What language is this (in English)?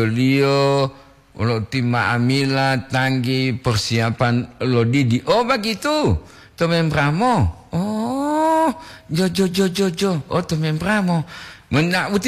Gorontalo